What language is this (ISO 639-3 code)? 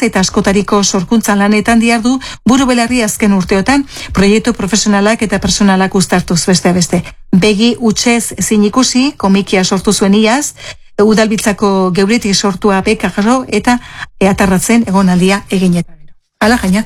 eus